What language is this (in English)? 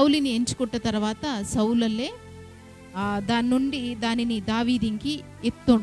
Koya